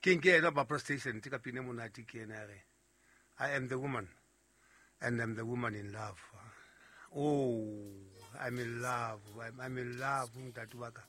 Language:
Southern Sotho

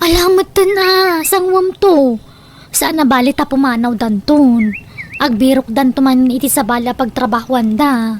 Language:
Iloko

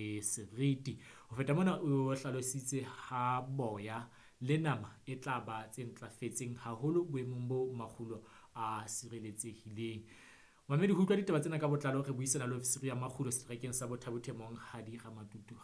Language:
Southern Sotho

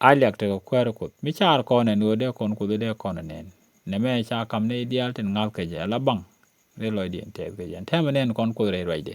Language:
Nuer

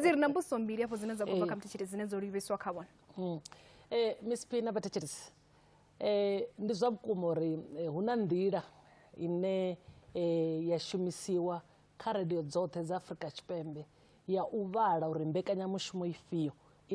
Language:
Venda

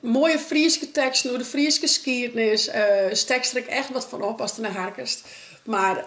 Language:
Western Frisian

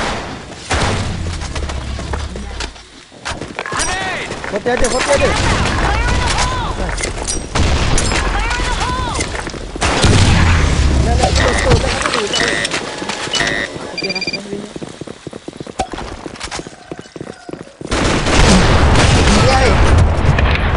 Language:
Malay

